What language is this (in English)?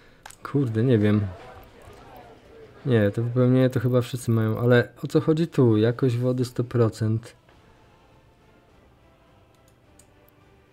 Polish